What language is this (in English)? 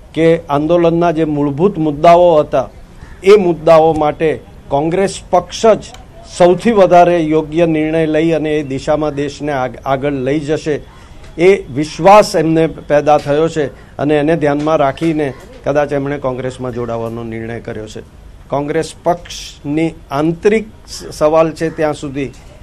Gujarati